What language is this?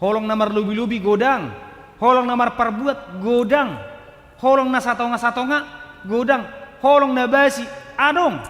Batak Toba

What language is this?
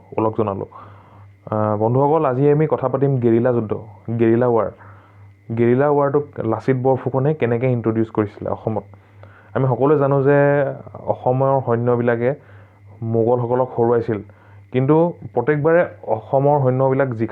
Assamese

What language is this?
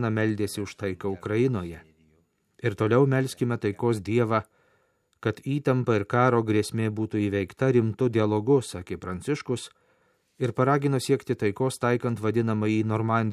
Lithuanian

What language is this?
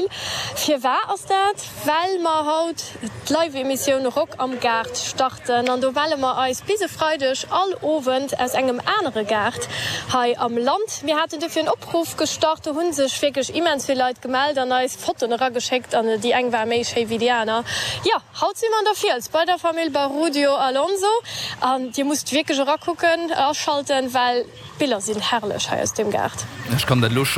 Luxembourgish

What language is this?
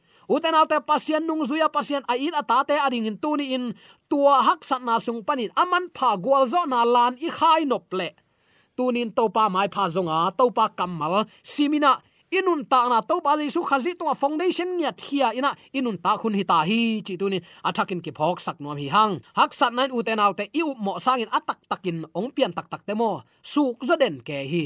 Tedim Chin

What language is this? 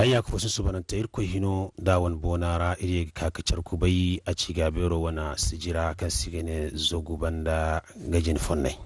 Zarma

